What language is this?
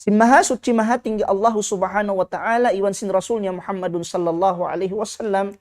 Tausug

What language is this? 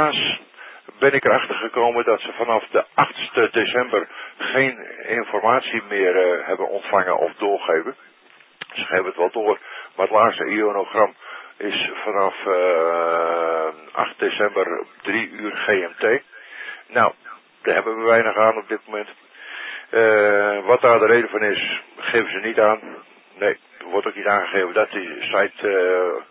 Dutch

